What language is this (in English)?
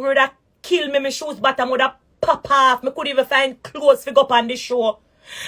Jamaican Creole English